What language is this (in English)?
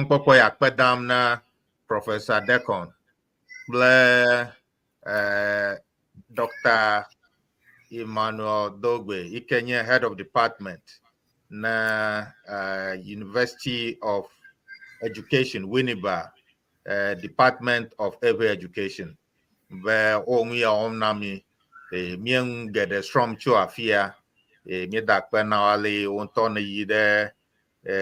Ewe